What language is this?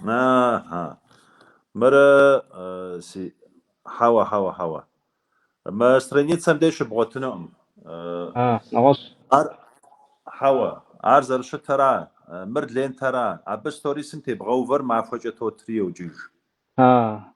Kabardian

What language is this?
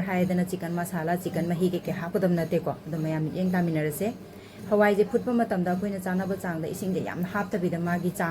Manipuri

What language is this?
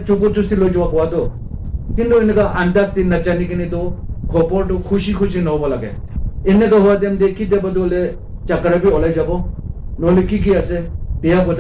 Naga Pidgin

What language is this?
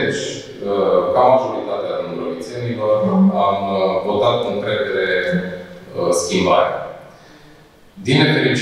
Romanian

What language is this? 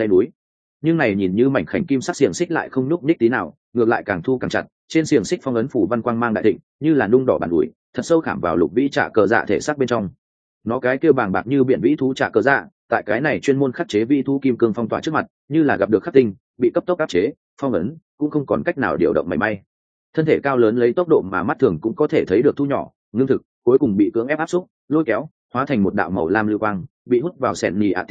Vietnamese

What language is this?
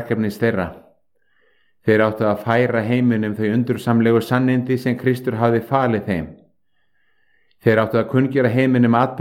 Icelandic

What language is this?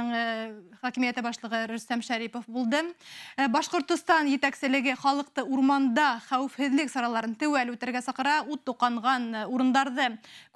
Bashkir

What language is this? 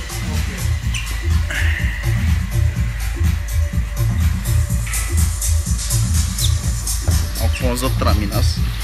Bulgarian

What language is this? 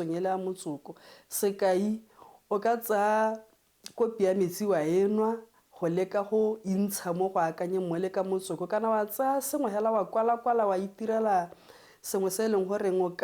Tswana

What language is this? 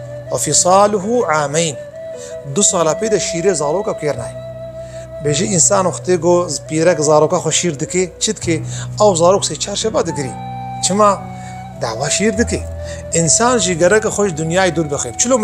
Kurdish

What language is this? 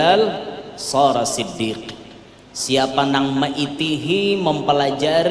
Banjar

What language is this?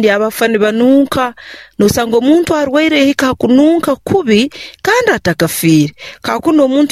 Nyoro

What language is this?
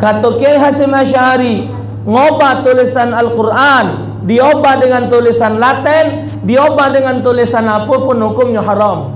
Musi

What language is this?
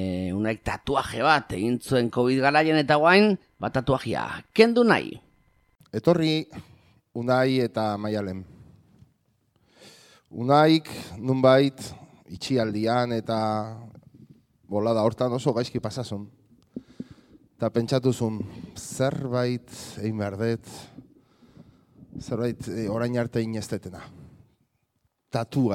Basque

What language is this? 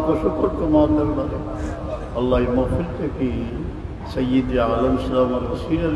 Sylheti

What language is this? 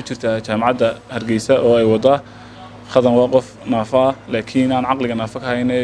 Somali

